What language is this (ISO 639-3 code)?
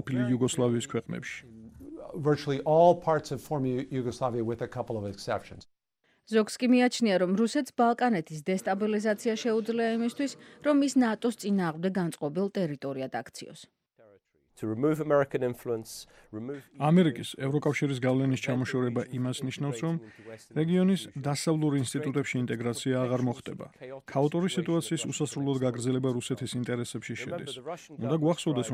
kat